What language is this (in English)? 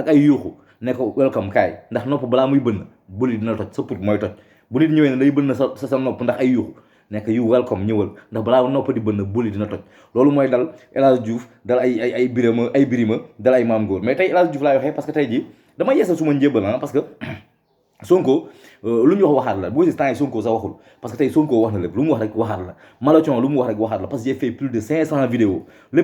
Wolof